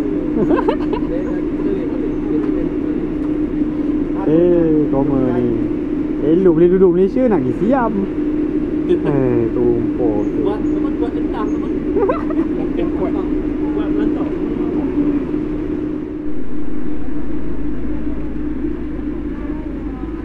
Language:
Malay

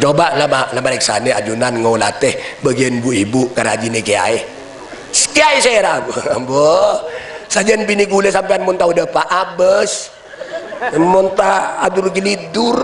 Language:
Madurese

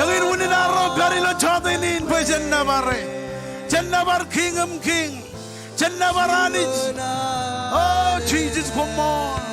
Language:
Marshallese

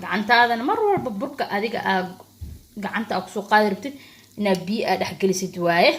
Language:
Somali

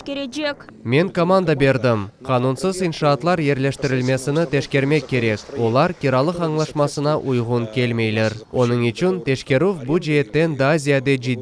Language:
Crimean Tatar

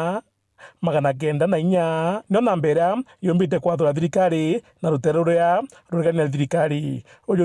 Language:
Meru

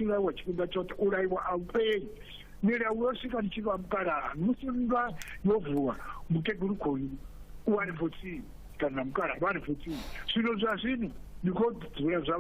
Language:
Venda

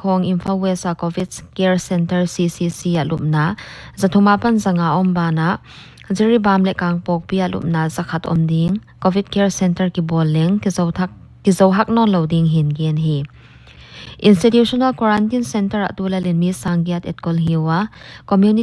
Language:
Paite Chin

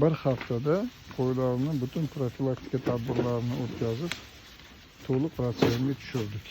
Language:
Uzbek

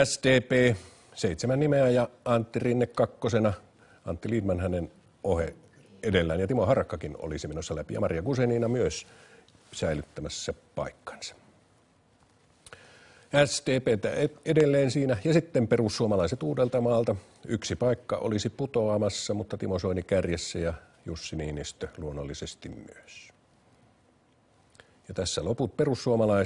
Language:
Finnish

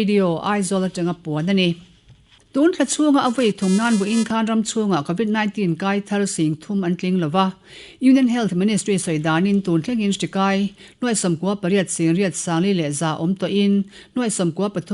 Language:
Mizo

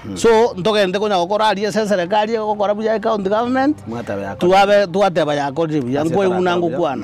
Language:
Gusii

